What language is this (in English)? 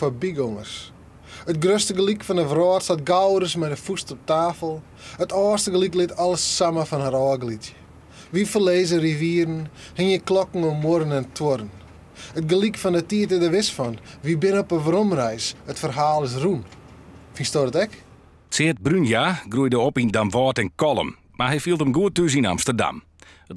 Western Frisian